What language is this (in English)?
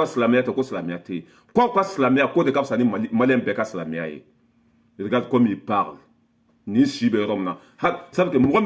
Bambara